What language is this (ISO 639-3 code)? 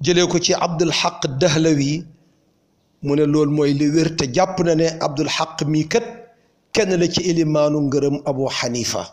wol